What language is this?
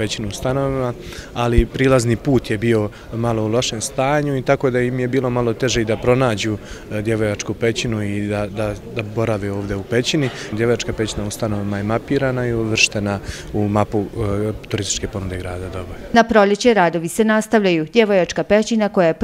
Bosnian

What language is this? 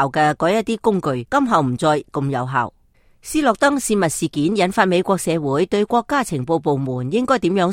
Cantonese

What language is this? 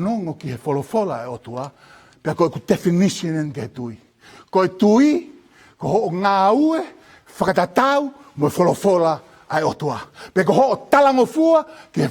Tongan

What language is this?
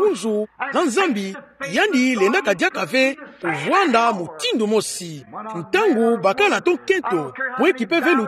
Kituba (Democratic Republic of Congo)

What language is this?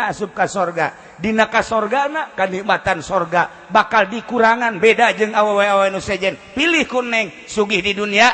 Sundanese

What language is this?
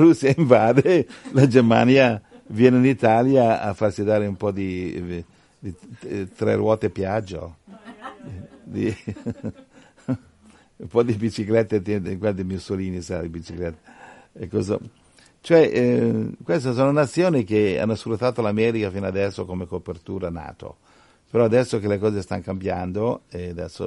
Italian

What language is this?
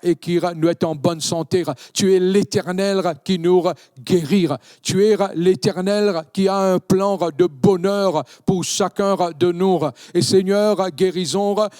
Morisyen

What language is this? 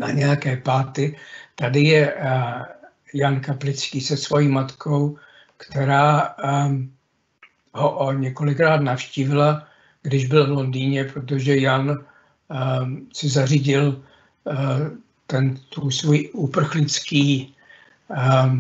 Czech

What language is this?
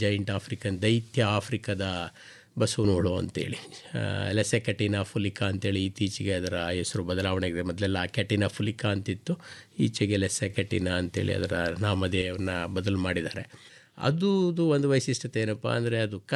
Kannada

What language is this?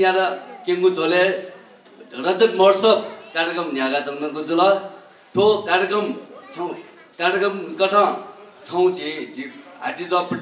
Newari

